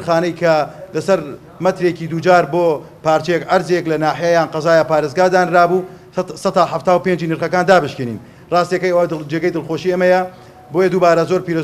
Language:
Central Kurdish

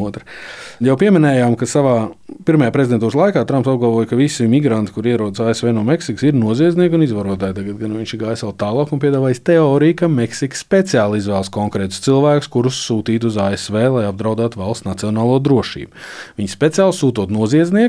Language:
Latvian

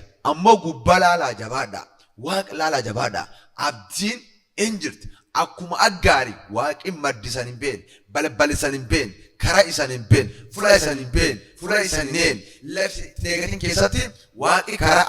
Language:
Oromo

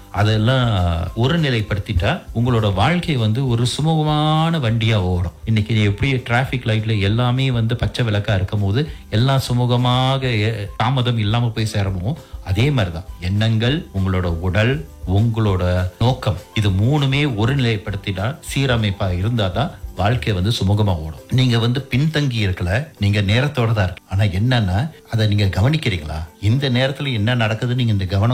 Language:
Tamil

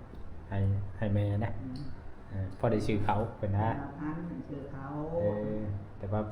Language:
Northeastern Thai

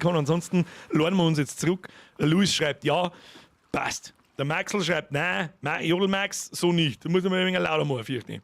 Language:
Bavarian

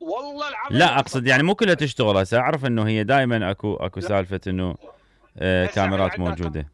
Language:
Mesopotamian Arabic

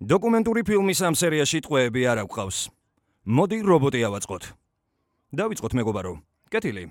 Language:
Georgian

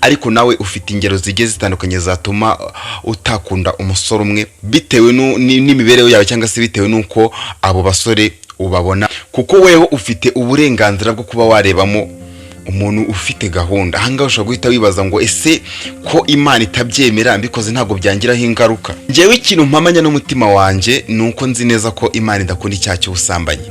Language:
Kinyarwanda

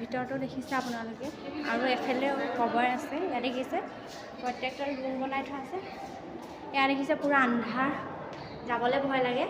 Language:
Assamese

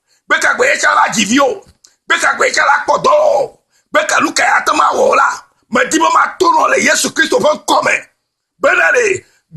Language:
Ewe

